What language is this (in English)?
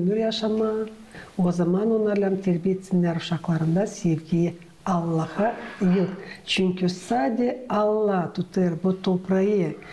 Gagauz